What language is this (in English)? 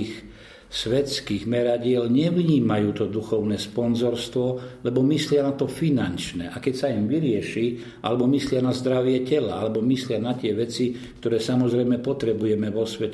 Slovak